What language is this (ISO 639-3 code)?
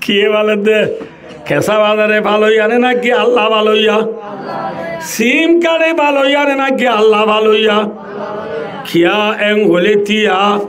rhg